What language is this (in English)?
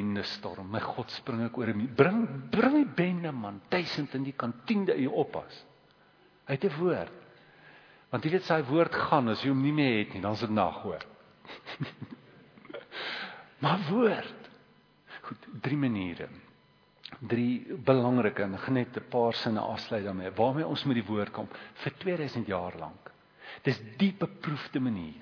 Afrikaans